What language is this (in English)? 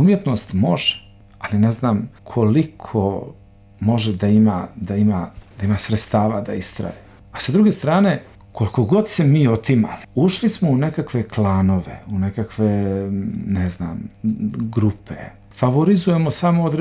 Bosnian